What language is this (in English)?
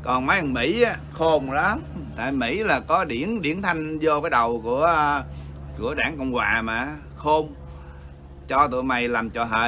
Vietnamese